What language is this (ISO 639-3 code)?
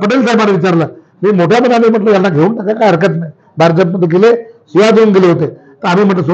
mar